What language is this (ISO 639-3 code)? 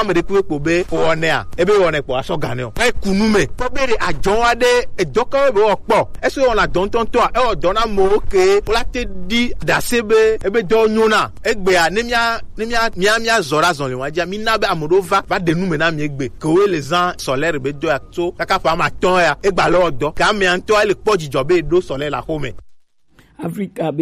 gej